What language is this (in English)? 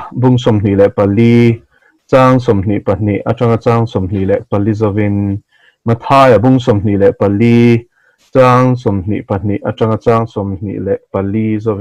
Mizo